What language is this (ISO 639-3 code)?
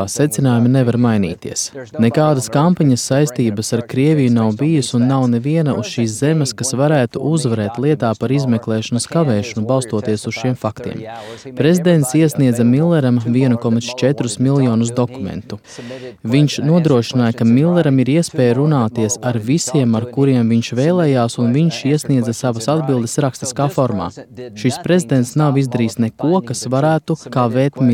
lav